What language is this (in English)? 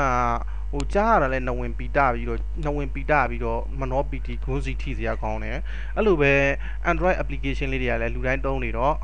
Burmese